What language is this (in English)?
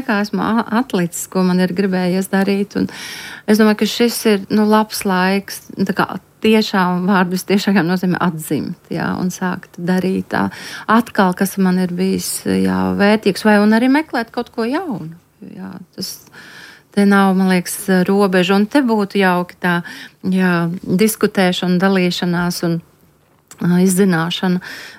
Latvian